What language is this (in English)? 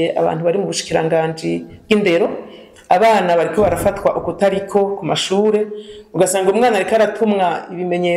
Rundi